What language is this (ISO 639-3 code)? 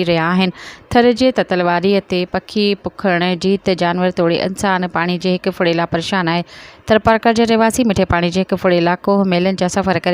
snd